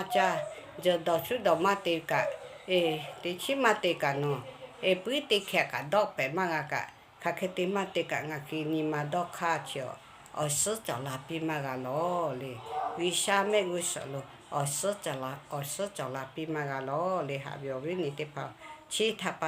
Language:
Lahu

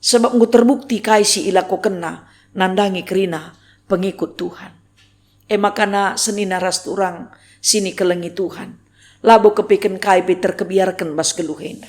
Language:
Batak Karo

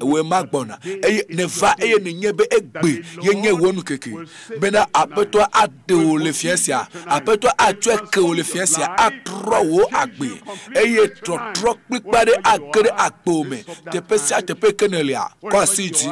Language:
Ewe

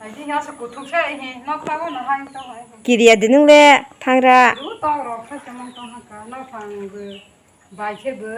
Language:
Kok Borok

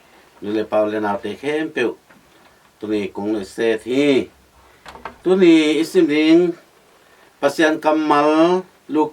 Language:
Tedim Chin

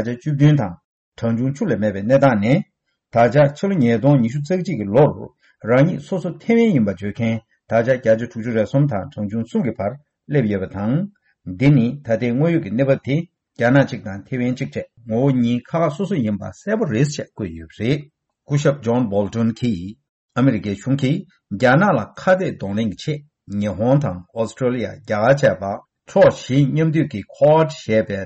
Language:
Tibetan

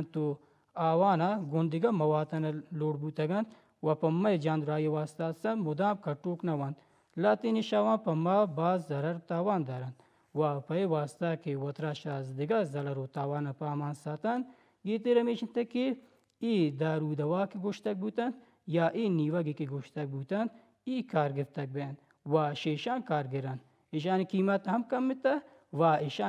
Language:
Baluchi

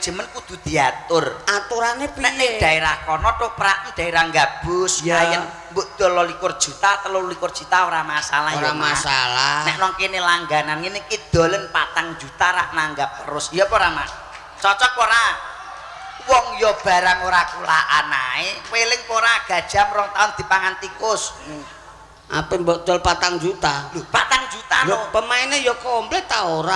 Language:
Javanese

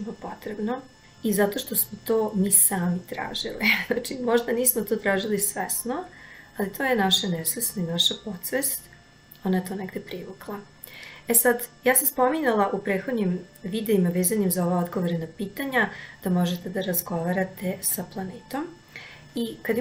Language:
Serbian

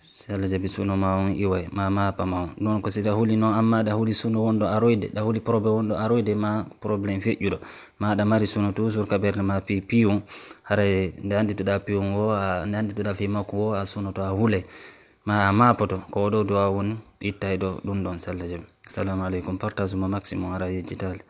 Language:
Fula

